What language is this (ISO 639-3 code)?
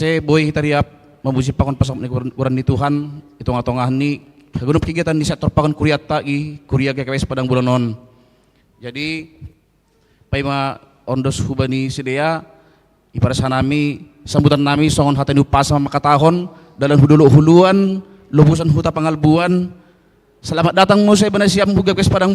bts